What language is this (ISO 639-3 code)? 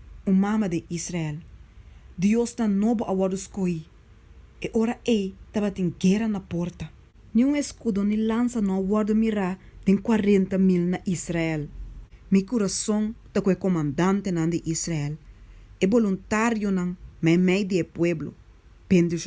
pap